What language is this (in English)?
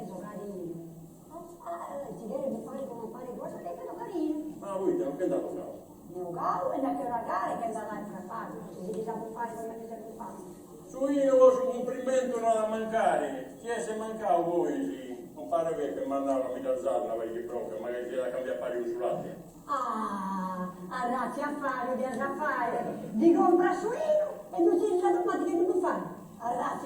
Sardinian